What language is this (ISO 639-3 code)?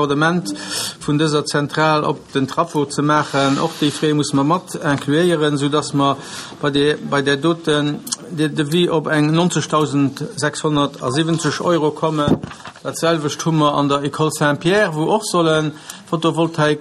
ltz